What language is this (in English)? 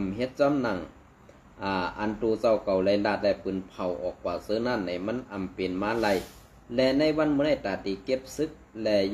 Shan